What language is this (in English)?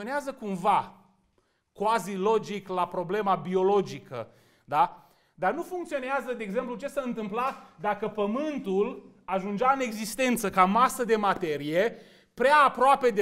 Romanian